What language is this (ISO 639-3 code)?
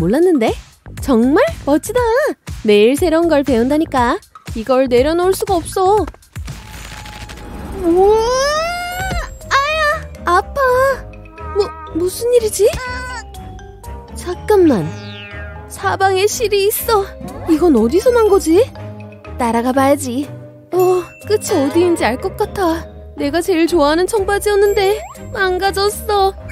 kor